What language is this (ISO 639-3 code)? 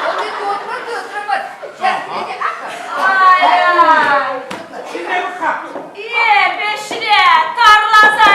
chv